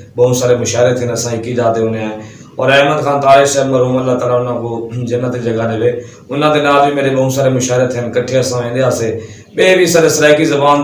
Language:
Saraiki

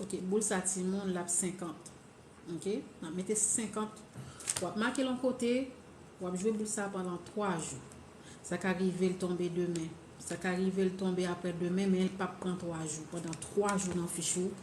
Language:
Haitian Creole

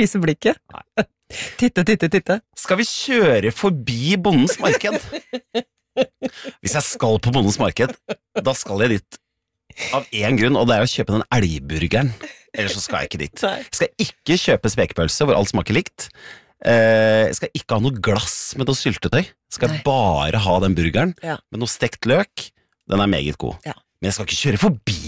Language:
Norwegian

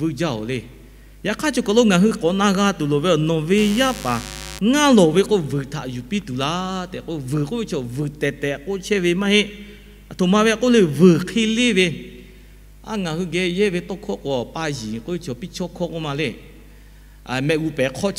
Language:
Lahu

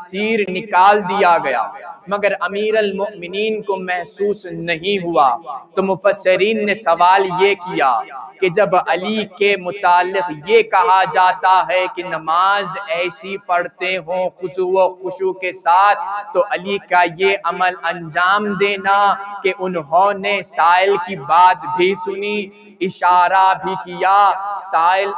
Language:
Urdu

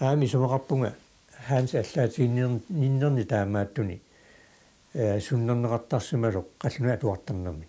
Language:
Kalaallisut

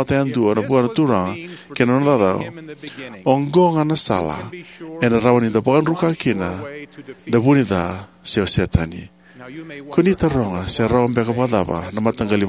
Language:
Fijian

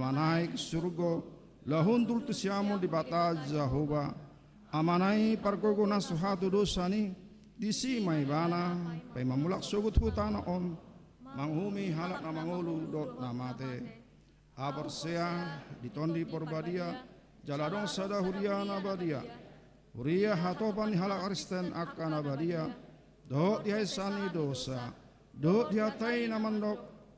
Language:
Batak Toba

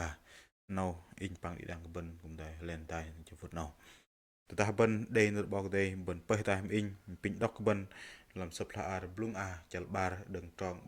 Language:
Bahnar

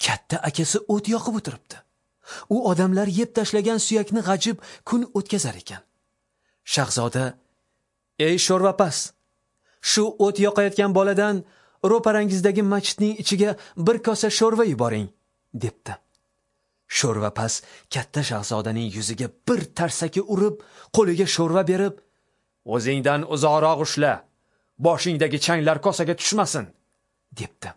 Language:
Uzbek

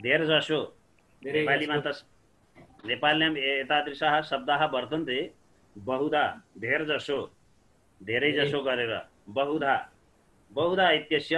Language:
Sanskrit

